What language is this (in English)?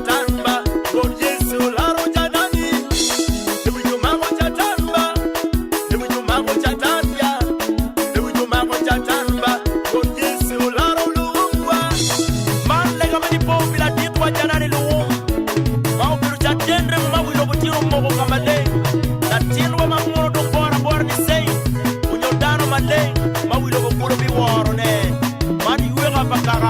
Acoli